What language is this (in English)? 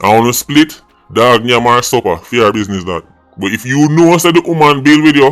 Jamaican Creole English